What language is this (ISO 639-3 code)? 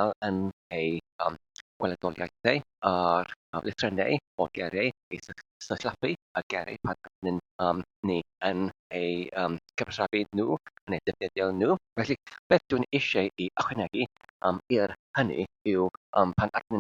cym